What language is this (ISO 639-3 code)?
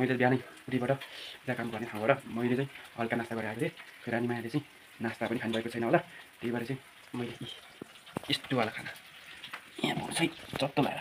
nep